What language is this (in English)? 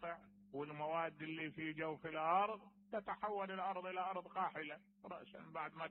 Mesopotamian Arabic